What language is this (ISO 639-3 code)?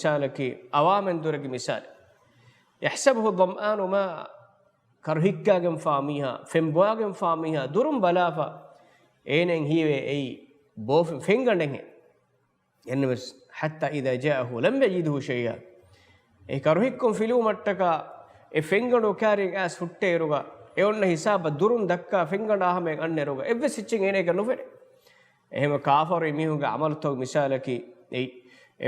div